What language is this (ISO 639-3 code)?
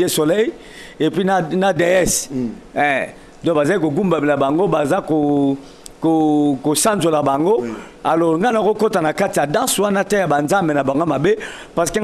lin